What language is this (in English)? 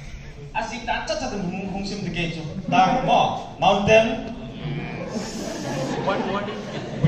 Malay